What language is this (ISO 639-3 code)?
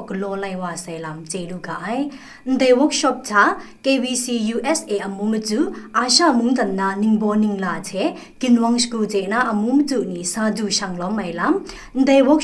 kac